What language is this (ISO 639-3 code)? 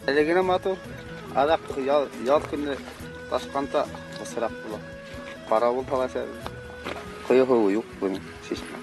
bak